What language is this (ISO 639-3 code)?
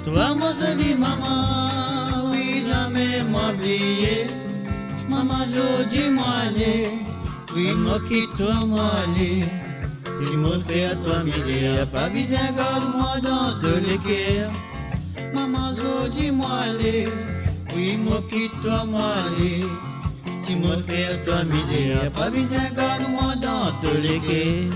mfe